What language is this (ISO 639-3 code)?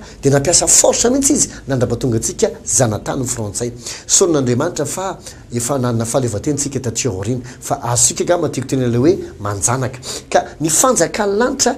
mlg